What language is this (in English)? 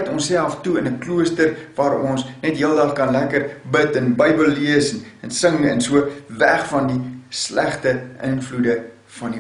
Afrikaans